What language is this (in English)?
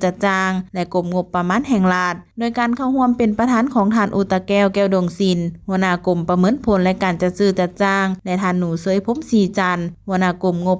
Lao